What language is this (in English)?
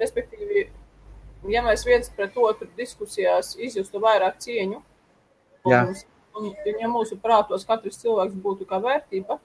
Latvian